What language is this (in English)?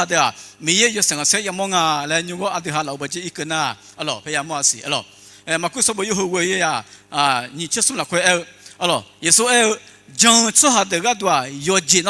Akha